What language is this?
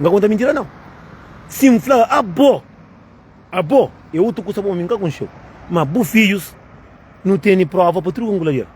Kabuverdianu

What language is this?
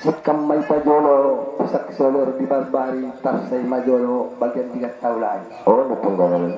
Batak Angkola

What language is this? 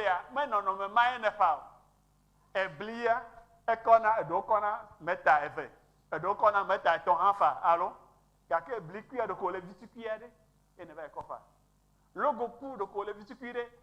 Ewe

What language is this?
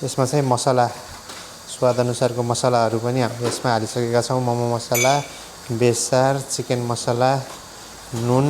Nepali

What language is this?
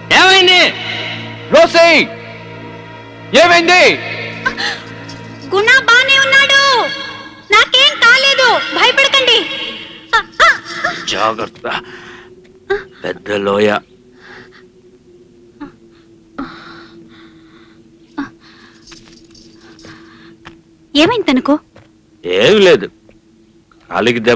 Telugu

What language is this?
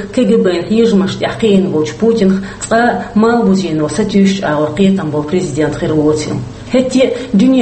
Chechen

